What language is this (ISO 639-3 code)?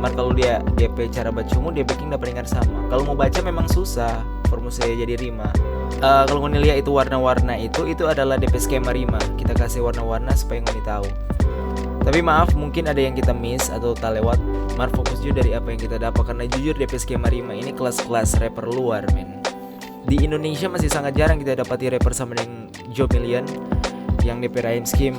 xmm